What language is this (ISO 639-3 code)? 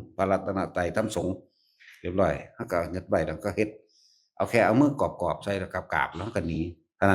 tts